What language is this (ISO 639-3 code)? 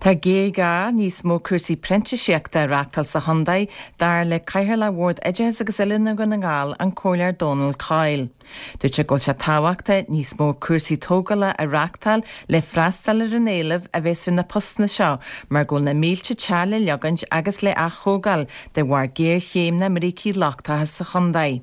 gle